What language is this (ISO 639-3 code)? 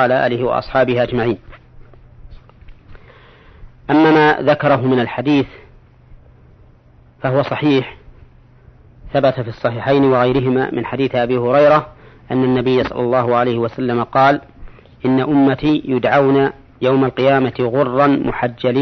ara